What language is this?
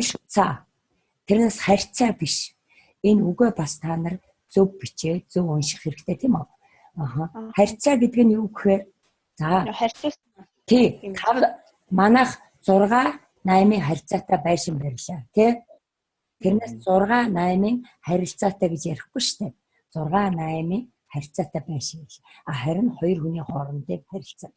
Mongolian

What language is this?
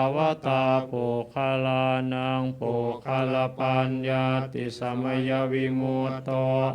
Pali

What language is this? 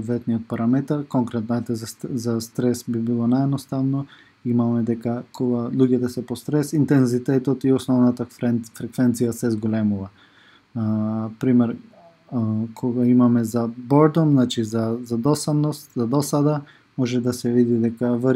Macedonian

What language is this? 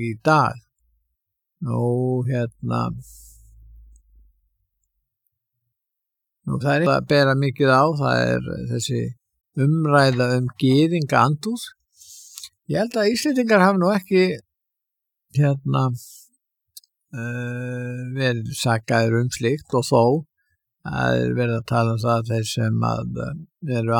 Icelandic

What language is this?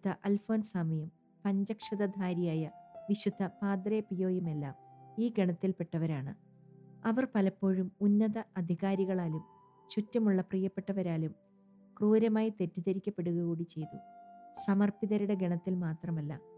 Malayalam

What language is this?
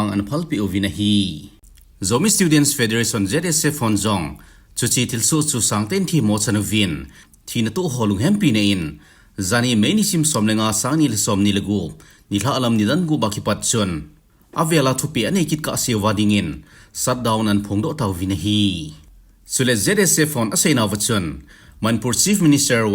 Thado Chin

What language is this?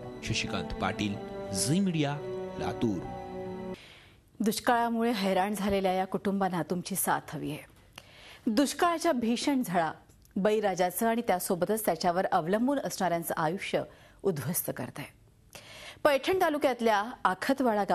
Marathi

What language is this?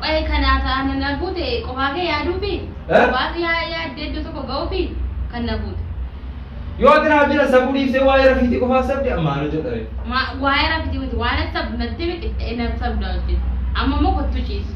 Oromo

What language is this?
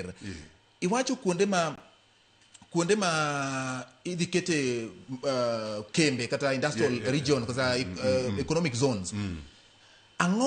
Luo (Kenya and Tanzania)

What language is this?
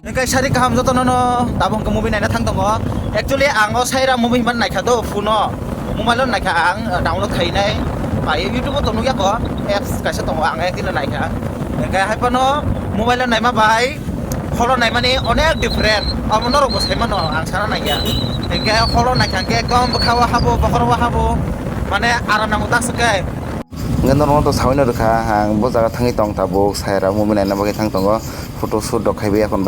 Kok Borok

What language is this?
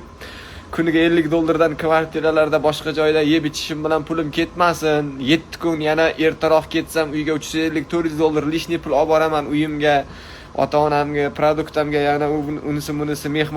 Uzbek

